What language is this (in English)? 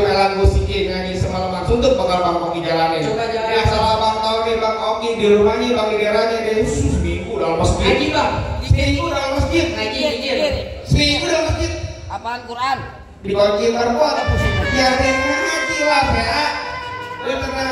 Betawi